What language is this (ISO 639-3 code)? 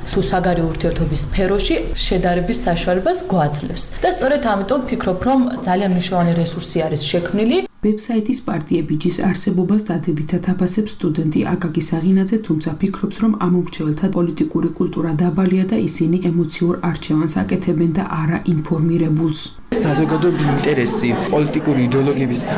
kat